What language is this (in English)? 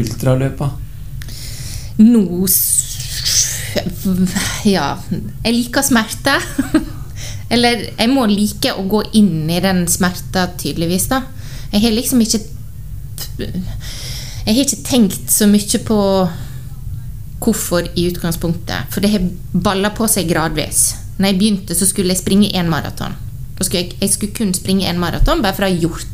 Norwegian